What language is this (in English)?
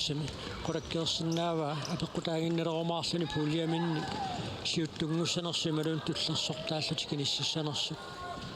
Kalaallisut